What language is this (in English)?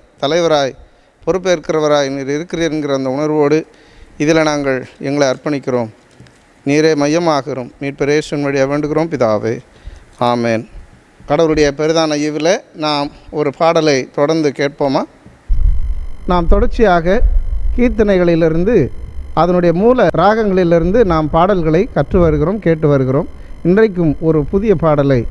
Tamil